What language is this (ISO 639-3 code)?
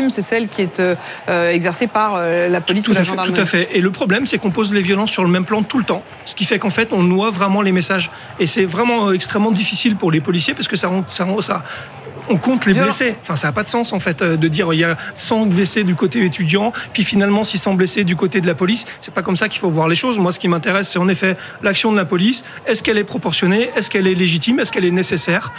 fra